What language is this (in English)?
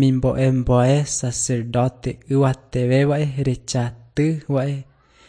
Guarani